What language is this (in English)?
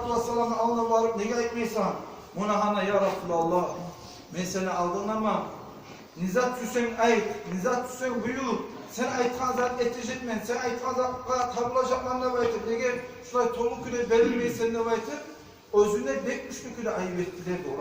Kumyk